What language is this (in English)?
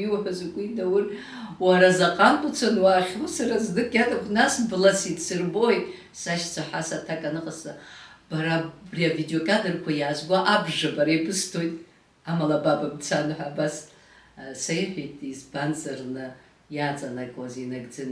Abkhazian